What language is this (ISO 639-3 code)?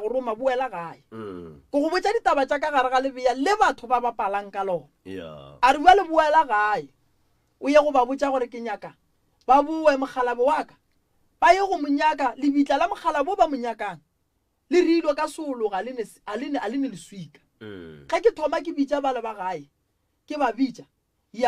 nso